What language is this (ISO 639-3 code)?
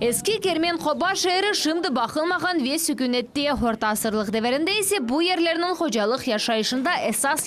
crh